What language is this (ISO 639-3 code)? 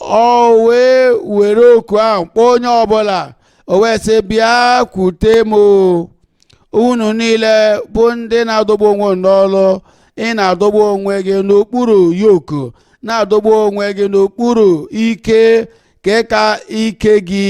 ibo